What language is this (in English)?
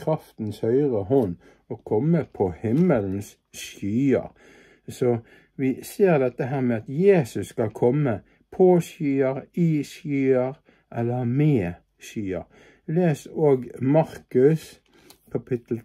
Norwegian